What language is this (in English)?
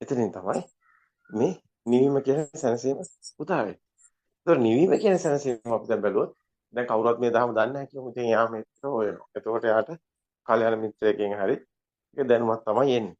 Sinhala